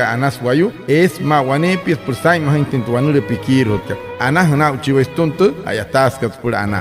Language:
Wayuu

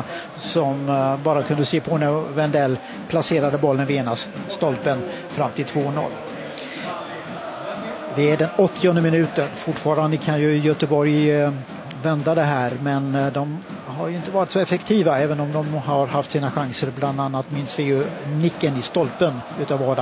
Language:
Swedish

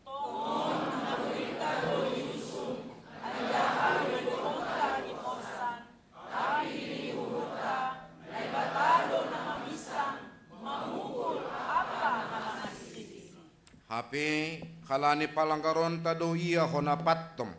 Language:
Batak Simalungun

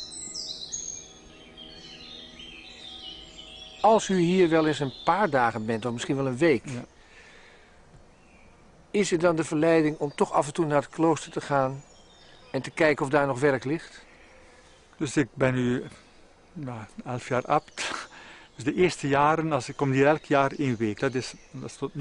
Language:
Dutch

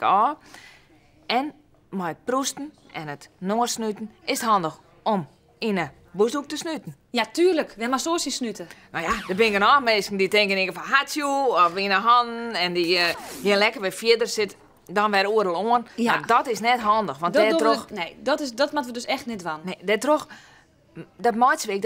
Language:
Western Frisian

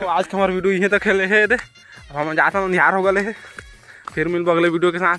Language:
Chhattisgarhi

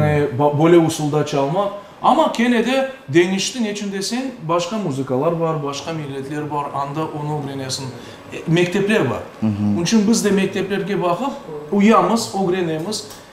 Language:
Crimean Tatar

